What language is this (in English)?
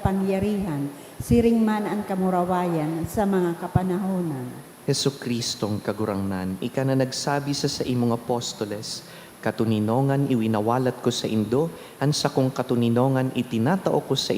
Bikol